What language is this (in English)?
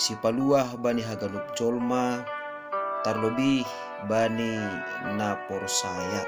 Batak Simalungun